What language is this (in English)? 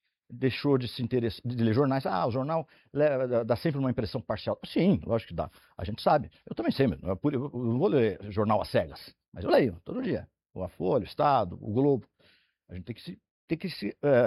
Portuguese